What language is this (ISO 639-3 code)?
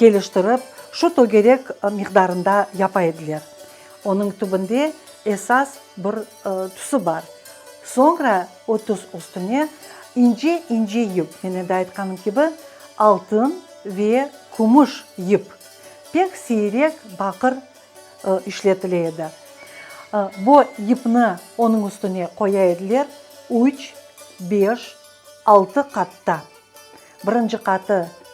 crh